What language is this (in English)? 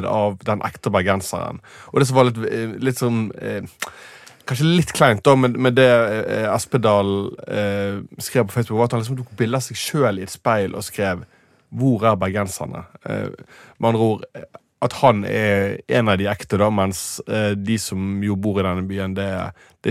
Norwegian